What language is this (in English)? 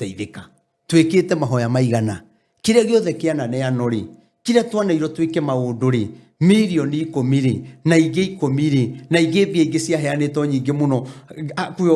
Kikuyu